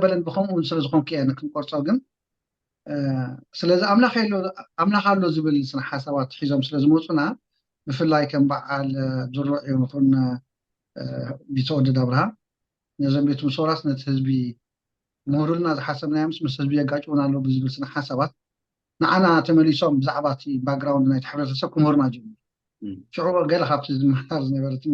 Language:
Tigrinya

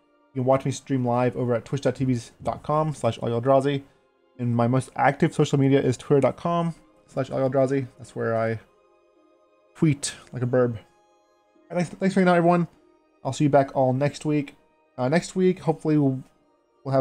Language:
English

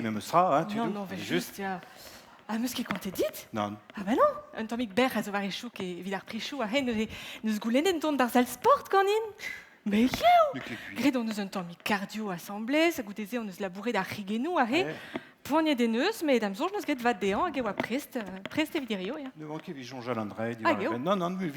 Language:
Breton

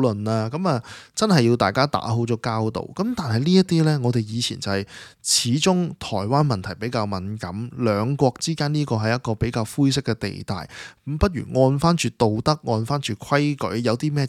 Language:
Cantonese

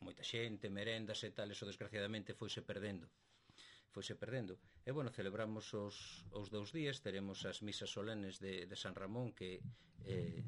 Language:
Galician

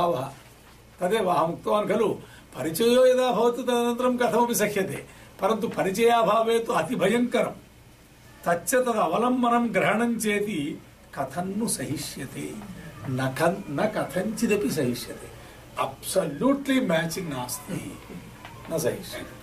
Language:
Sanskrit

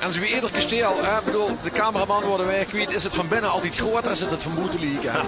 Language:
Limburgish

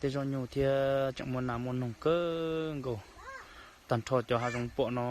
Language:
Hmong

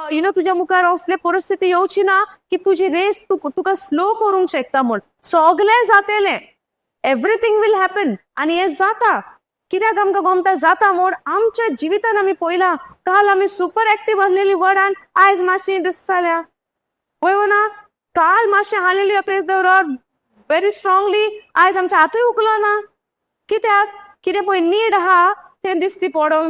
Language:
Konkani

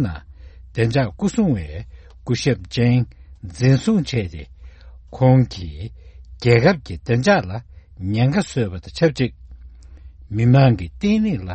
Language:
Tibetan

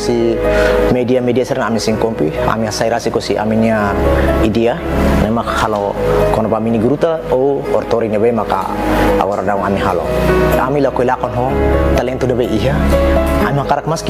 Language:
Tetum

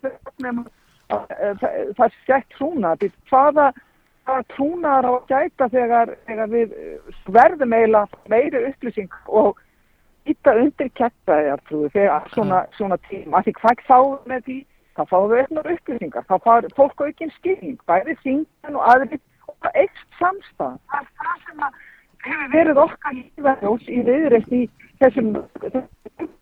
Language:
Icelandic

